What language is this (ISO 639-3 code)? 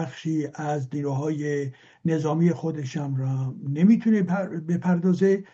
fas